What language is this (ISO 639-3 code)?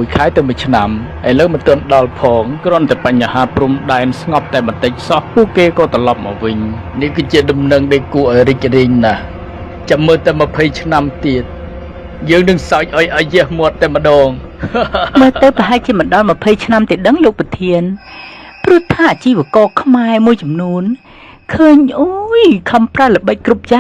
khm